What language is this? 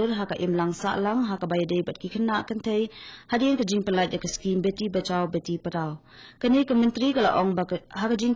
Khasi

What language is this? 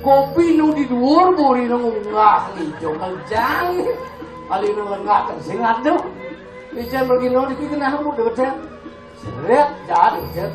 Balinese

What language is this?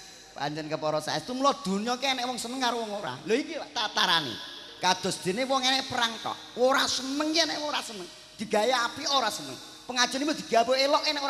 Javanese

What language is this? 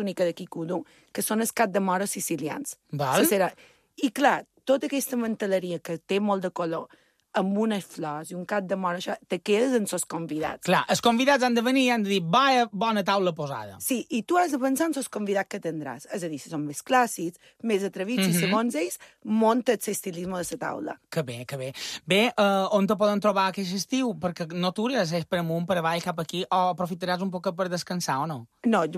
Catalan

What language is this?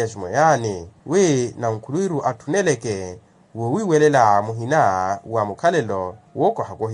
Makhuwa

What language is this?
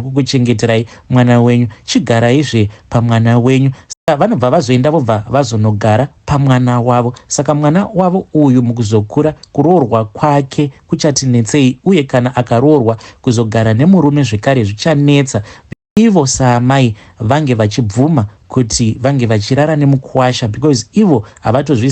Shona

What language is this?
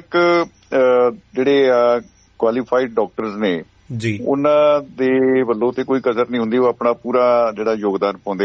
Punjabi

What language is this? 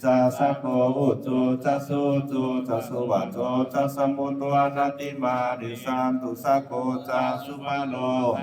Pali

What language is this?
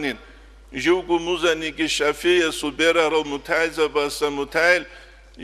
Avaric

